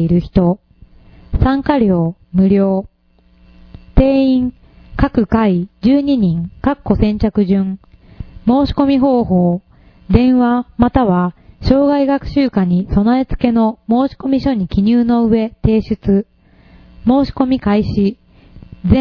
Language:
Japanese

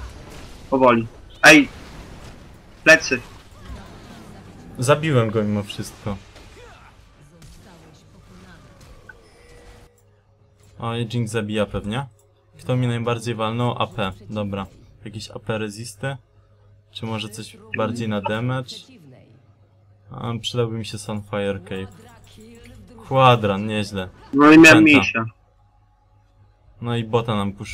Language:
Polish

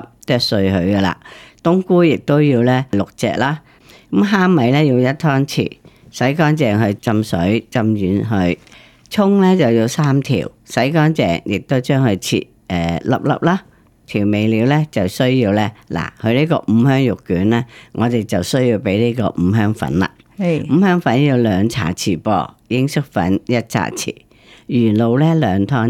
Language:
Cantonese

